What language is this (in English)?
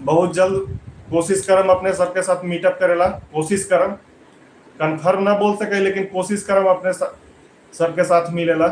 Magahi